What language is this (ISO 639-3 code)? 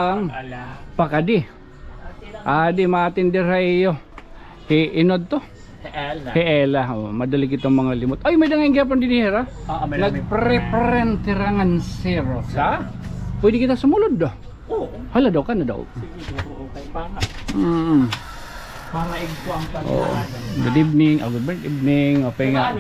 war